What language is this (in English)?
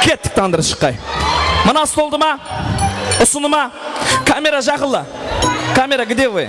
Kara-Kalpak